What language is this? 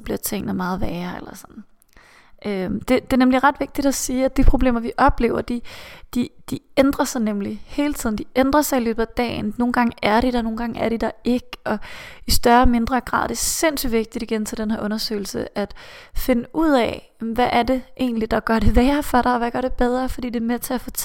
Danish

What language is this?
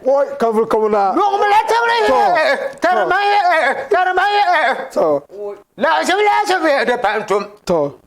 Dagbani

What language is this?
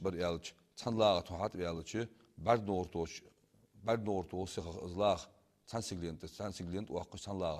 Ingush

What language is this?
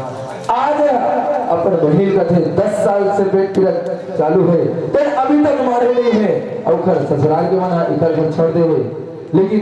Chhattisgarhi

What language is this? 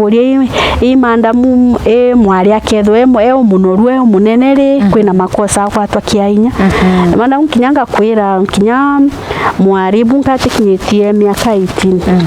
Meru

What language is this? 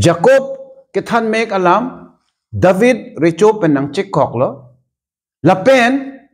Karbi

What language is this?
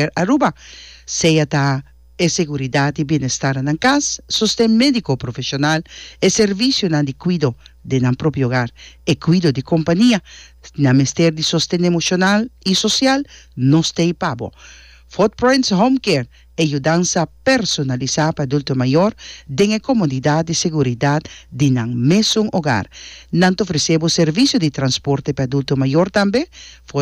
Papiamento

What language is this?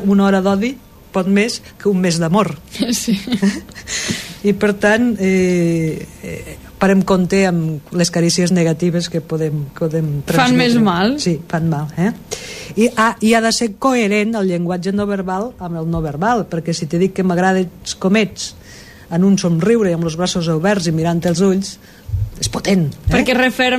Catalan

